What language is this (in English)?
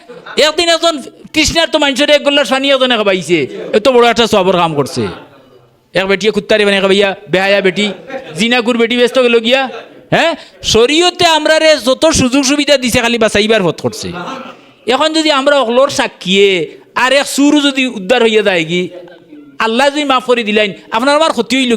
Sylheti